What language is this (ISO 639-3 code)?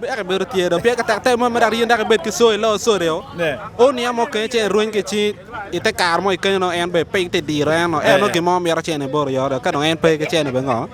ach